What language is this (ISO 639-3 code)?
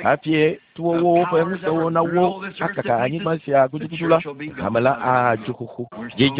ewe